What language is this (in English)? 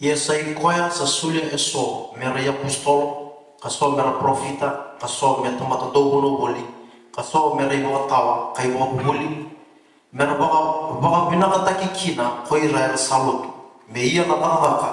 Fijian